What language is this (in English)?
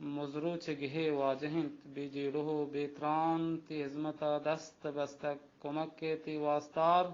Baluchi